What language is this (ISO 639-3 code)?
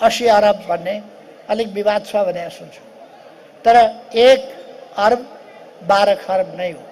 nep